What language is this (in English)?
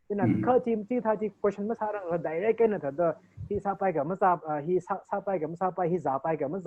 Tangkhul Naga (India)